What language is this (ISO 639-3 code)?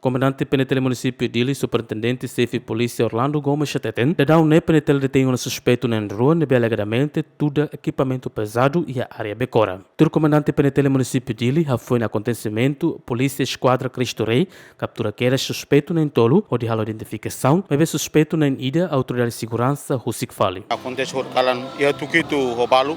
tet